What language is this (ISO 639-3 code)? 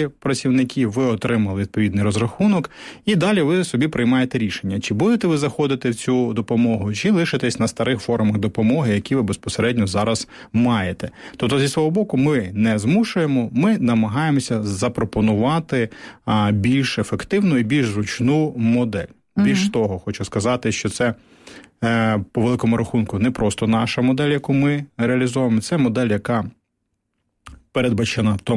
ukr